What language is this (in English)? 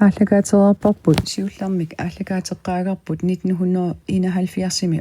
Kalaallisut